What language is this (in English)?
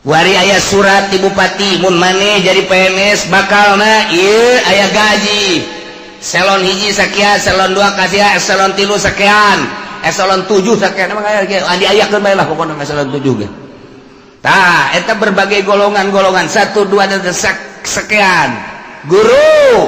Sundanese